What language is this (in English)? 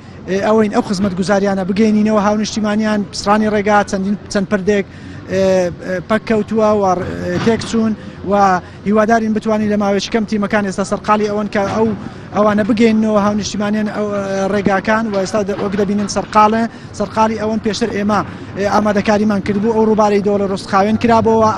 Central Kurdish